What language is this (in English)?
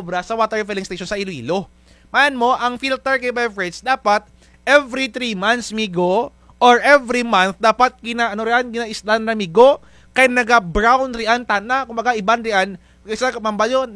Kinaray-a